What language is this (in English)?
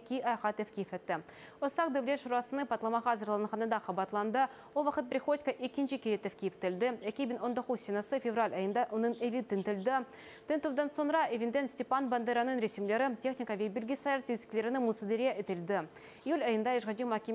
Crimean Tatar